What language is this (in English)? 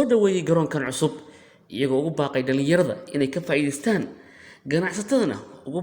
Somali